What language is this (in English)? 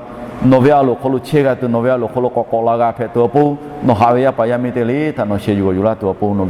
Lahu